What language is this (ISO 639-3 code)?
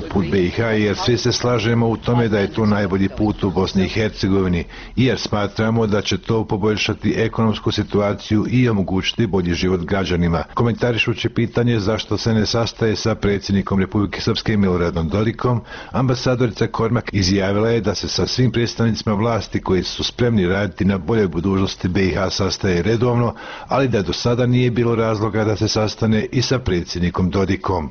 bos